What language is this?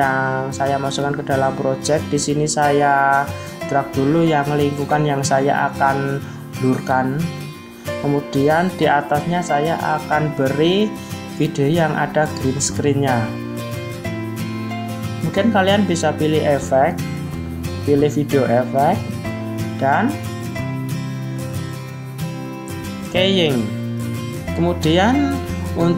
Indonesian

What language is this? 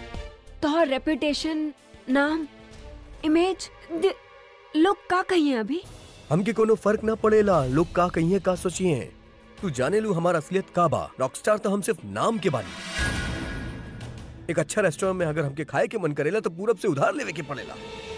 Bhojpuri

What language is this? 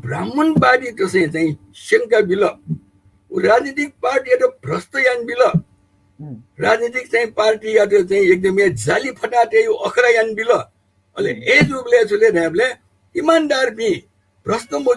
Newari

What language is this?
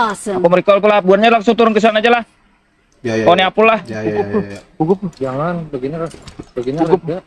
Banjar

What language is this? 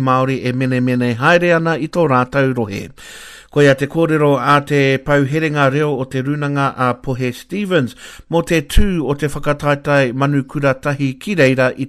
Māori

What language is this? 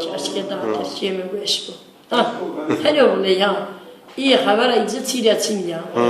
Zaza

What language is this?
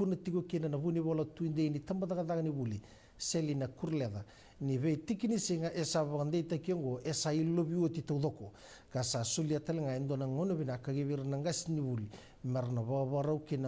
Fijian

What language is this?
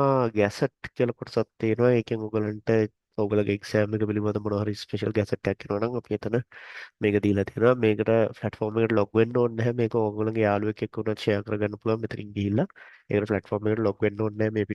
Sinhala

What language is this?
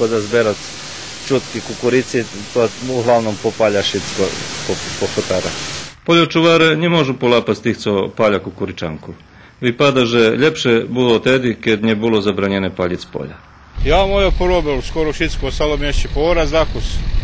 Rusyn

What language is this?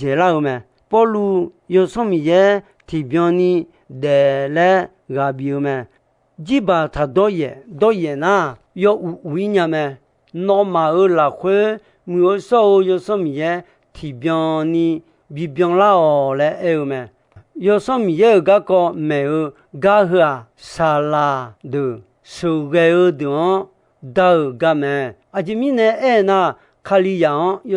Akha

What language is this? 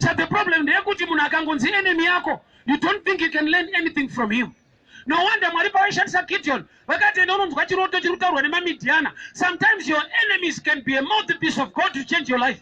Shona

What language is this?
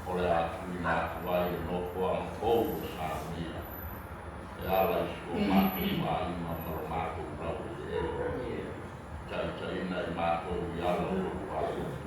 Samoan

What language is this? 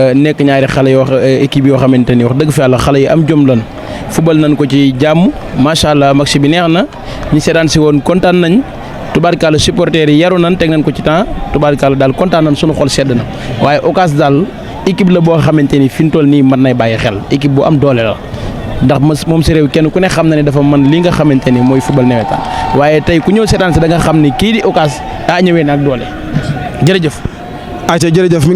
Wolof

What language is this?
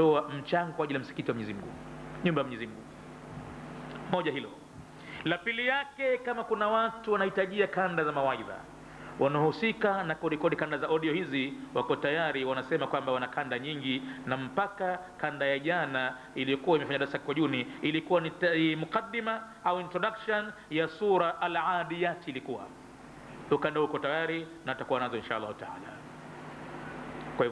Swahili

